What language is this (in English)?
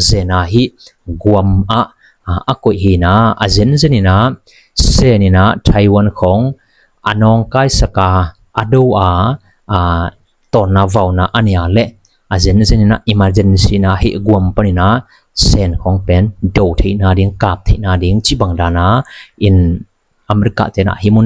Tedim Chin